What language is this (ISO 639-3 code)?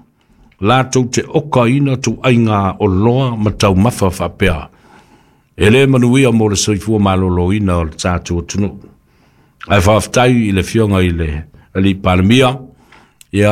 smo